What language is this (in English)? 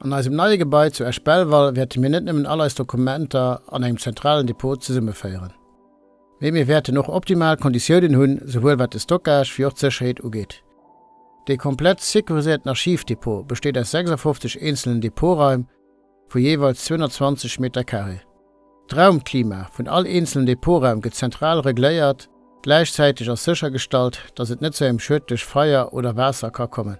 Luxembourgish